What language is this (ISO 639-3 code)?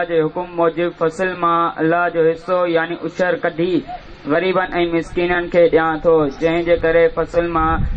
snd